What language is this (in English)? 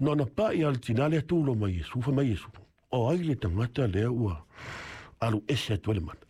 Samoan